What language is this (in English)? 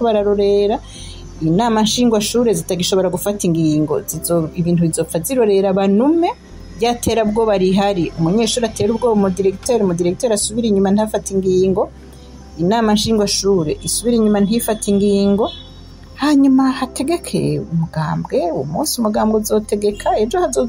Rundi